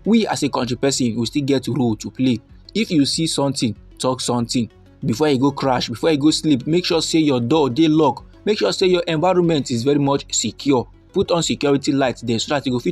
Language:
Nigerian Pidgin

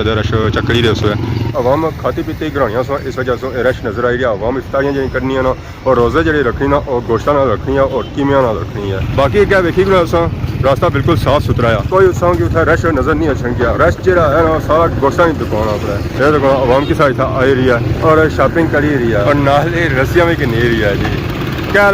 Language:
Pahari-Potwari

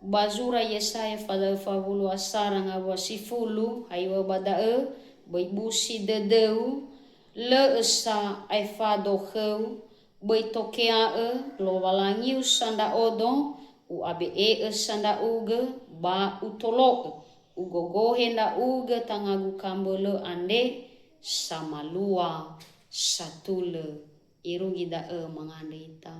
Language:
Nias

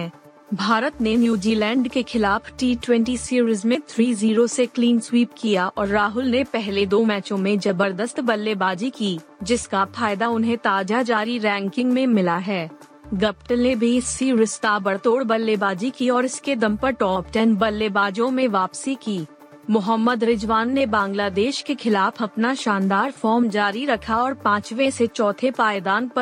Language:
Hindi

